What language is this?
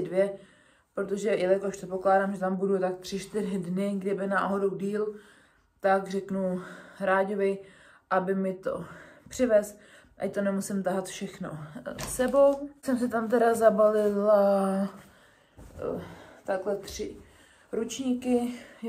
Czech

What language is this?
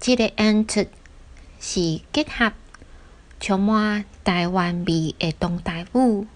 Min Nan Chinese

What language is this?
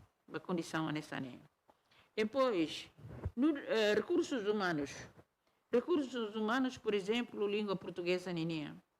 Tetum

